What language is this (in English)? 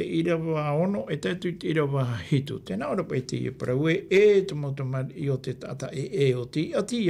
Tahitian